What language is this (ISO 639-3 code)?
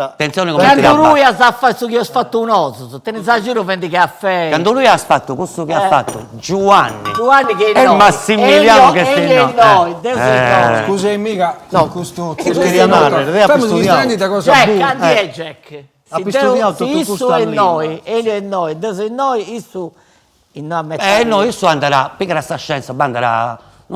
srd